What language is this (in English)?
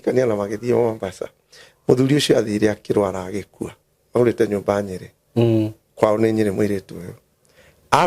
Kikuyu